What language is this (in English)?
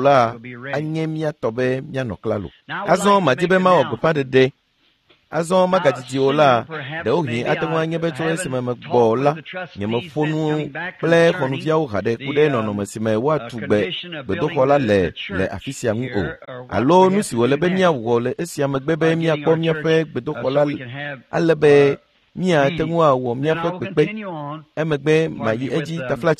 Ewe